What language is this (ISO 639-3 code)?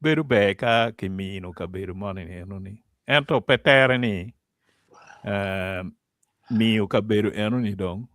ach